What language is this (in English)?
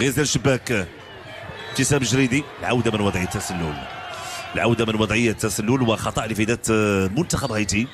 Moroccan Arabic